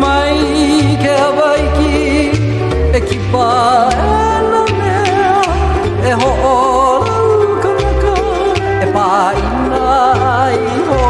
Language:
Hawaiian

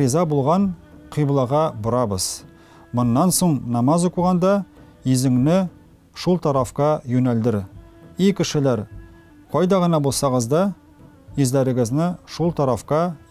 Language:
Tatar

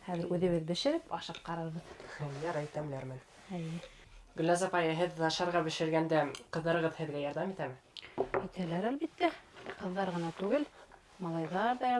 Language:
Bashkir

